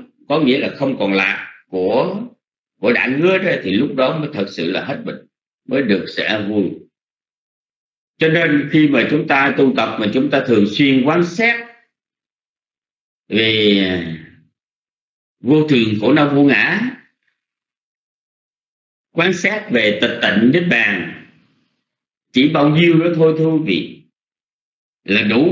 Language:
Vietnamese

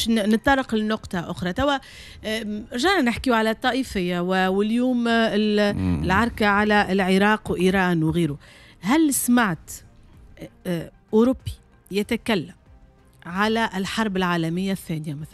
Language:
Tunisian Arabic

